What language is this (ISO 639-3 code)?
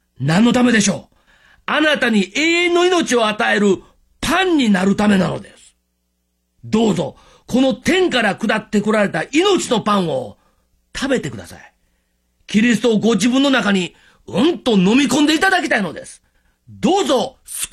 jpn